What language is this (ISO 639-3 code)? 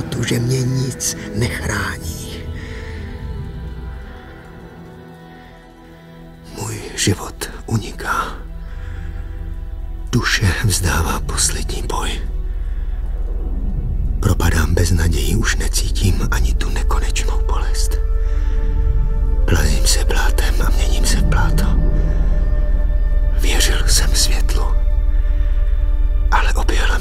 ces